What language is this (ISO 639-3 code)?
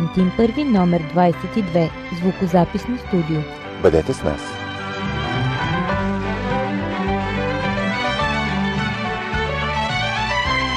bul